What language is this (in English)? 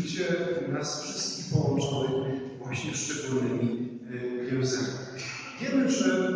Polish